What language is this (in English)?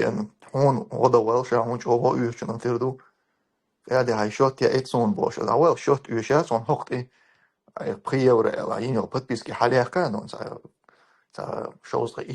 Chechen